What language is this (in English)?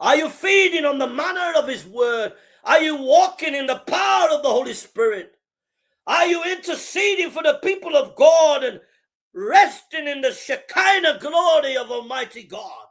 English